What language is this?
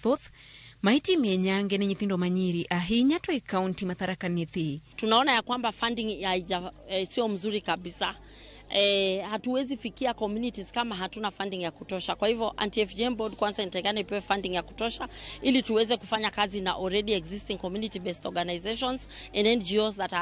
Luo (Kenya and Tanzania)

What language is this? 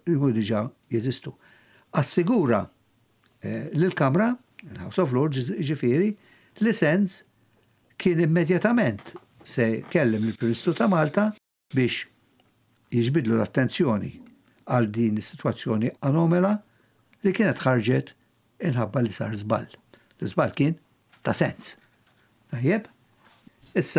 Maltese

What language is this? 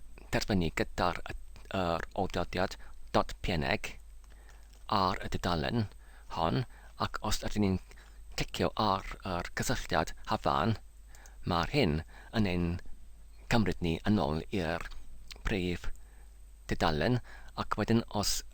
Welsh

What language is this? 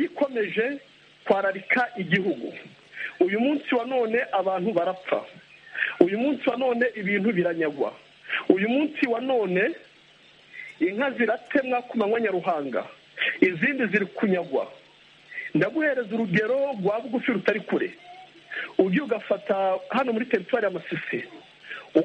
Kinyarwanda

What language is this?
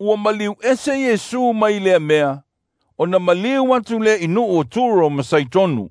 Samoan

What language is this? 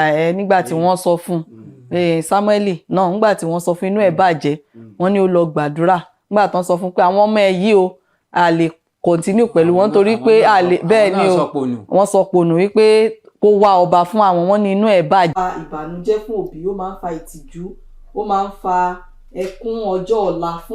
Yoruba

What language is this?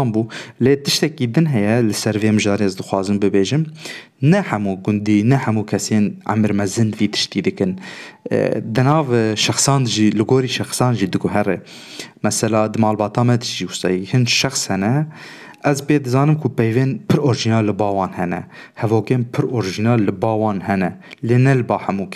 Kurdish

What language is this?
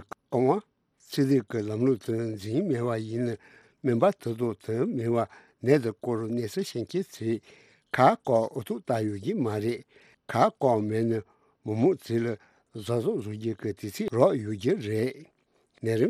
Tibetan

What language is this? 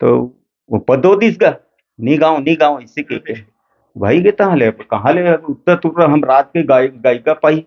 Chhattisgarhi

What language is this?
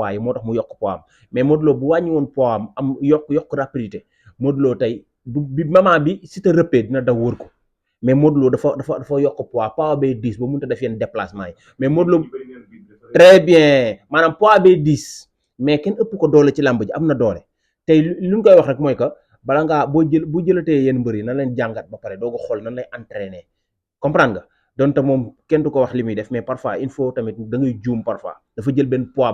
Wolof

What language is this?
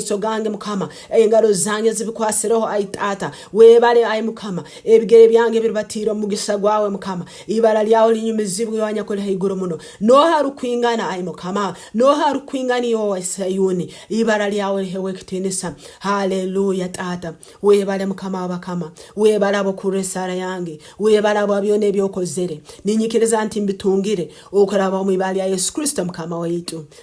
Nyankole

